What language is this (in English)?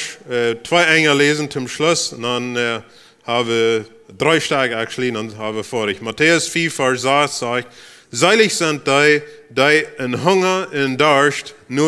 Plautdietsch